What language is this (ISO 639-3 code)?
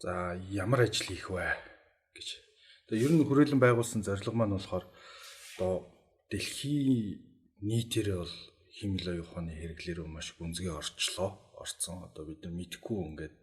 mon